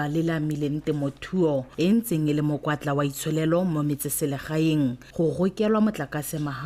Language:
Tswana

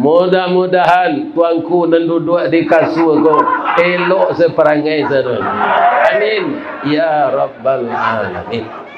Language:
Minangkabau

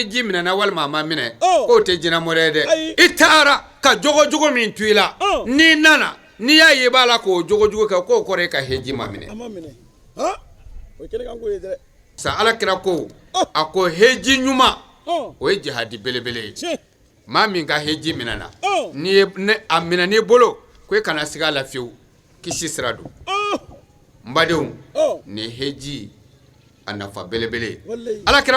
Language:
Bambara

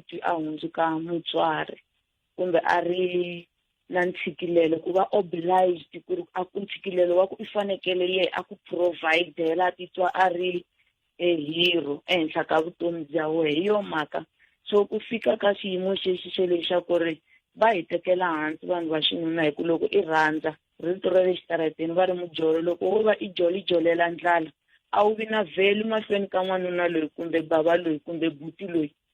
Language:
Tsonga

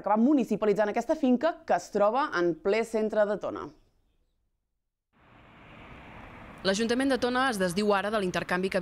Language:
Catalan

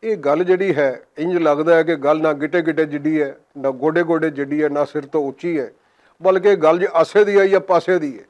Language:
Western Panjabi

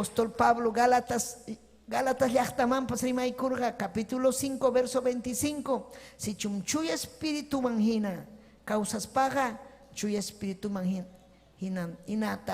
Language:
Ayacucho Quechua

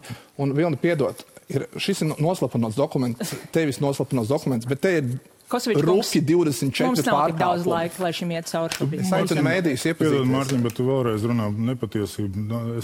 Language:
Latvian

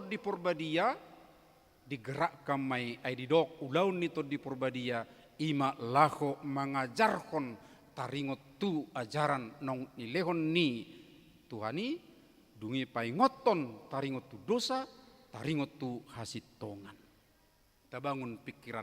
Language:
Batak Toba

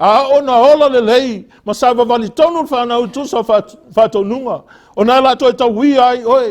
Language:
Samoan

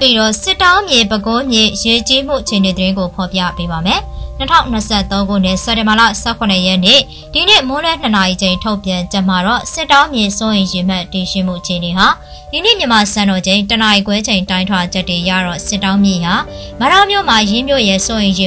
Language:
Burmese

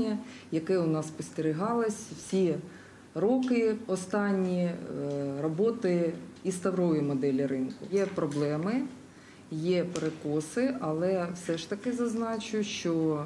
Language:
Ukrainian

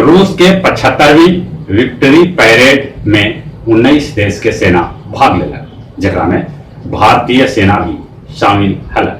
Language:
Magahi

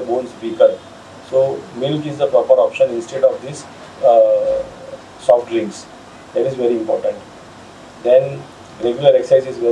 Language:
English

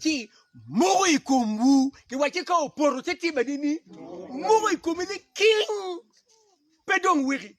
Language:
Acoli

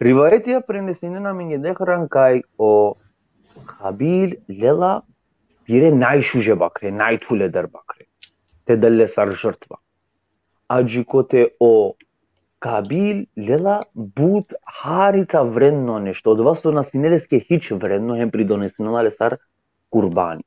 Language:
Balkan Romani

